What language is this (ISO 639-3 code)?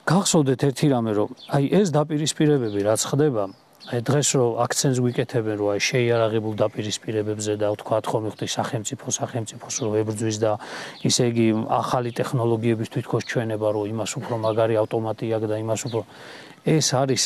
kat